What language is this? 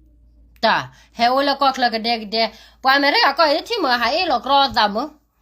S'gaw Karen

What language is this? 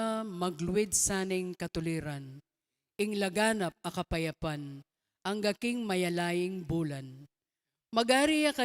Pampanga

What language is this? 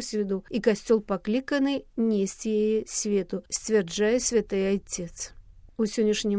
Belarusian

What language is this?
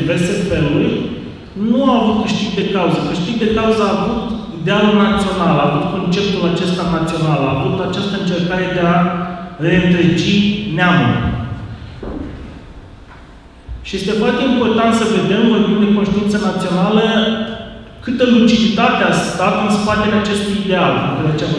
Romanian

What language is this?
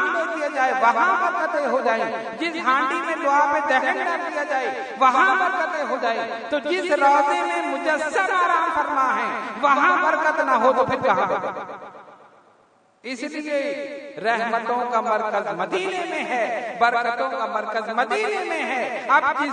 Urdu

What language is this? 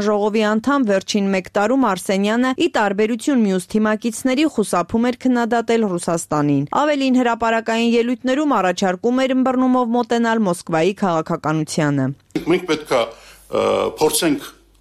Armenian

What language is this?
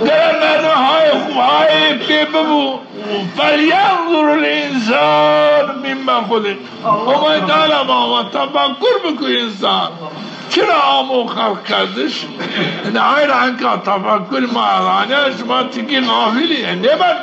Zaza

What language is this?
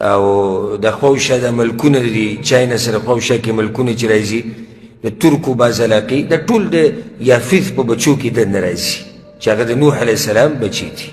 Pashto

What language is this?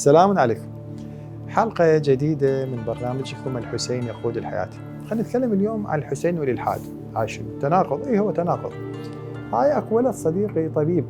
Mesopotamian Arabic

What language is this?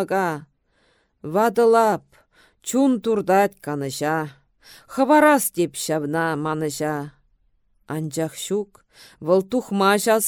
Chuvash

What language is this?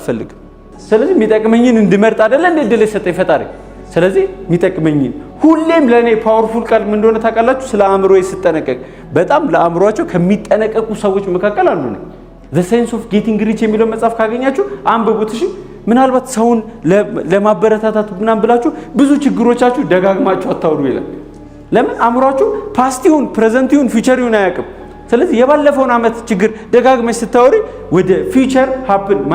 Amharic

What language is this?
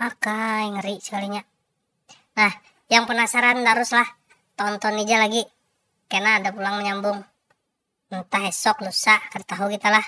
Banjar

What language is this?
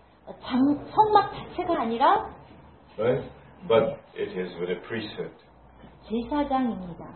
Korean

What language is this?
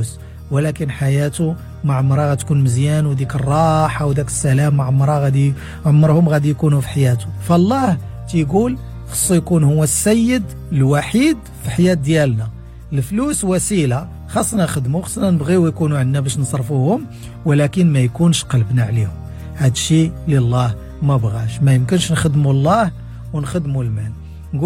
Moroccan Arabic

